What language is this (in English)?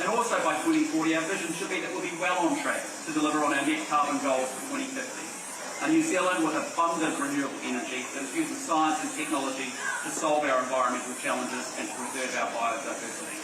Māori